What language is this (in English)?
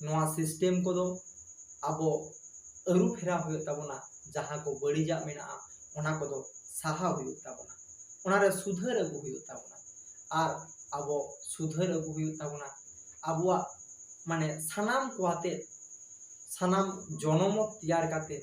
Santali